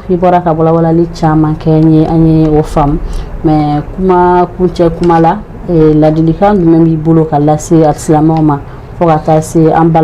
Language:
Bambara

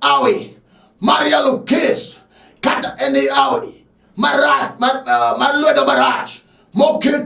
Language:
Luo (Kenya and Tanzania)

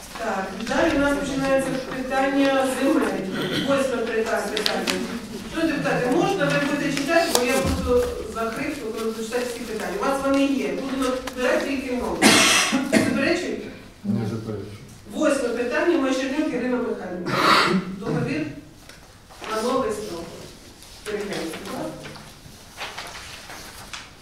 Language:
Ukrainian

